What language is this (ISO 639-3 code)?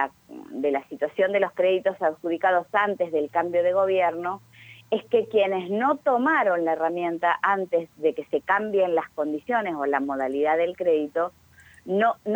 spa